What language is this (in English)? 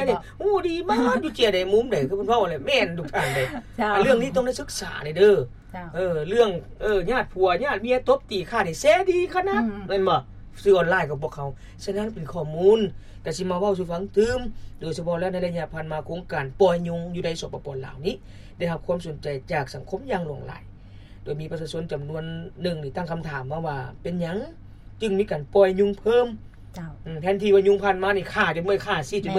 Lao